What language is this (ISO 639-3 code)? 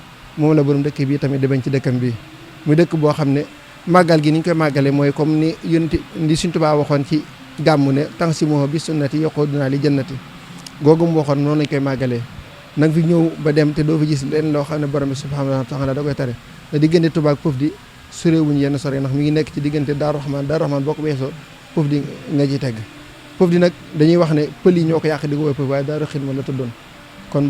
wol